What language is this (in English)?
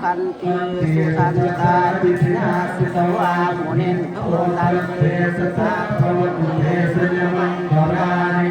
Pali